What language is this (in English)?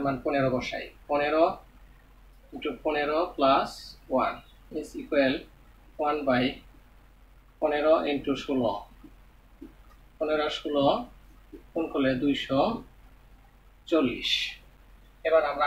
Bangla